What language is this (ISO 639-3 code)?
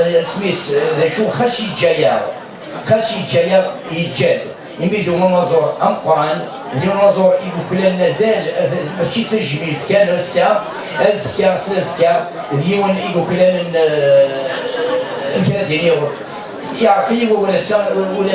kab